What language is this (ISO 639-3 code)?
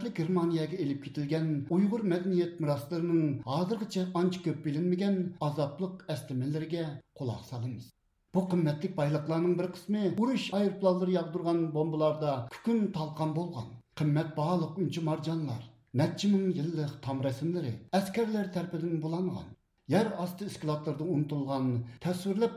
uig